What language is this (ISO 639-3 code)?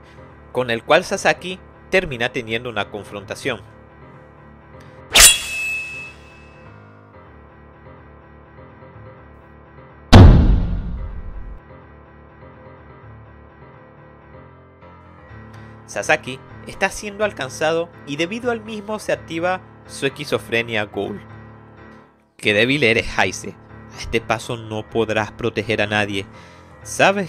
spa